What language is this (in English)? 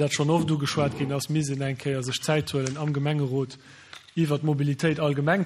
Luxembourgish